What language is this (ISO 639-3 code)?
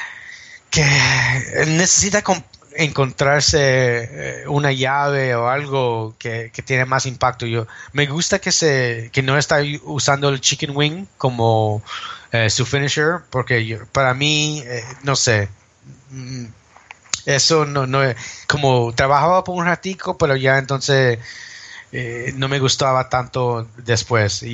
spa